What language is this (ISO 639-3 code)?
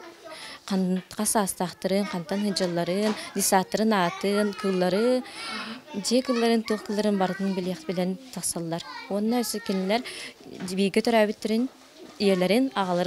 sah